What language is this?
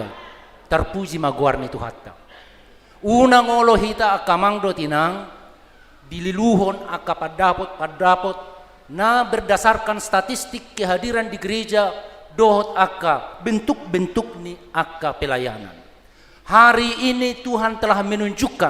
Batak Toba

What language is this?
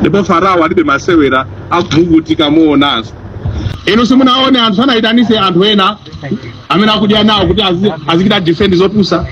Nyanja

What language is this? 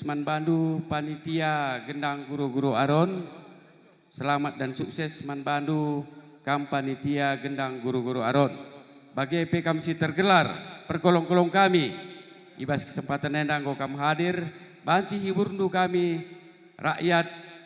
Batak Karo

